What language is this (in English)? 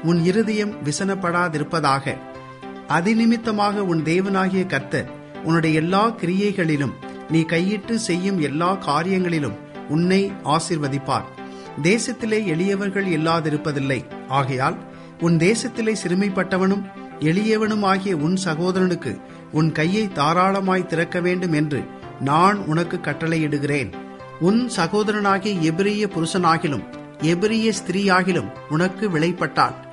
Tamil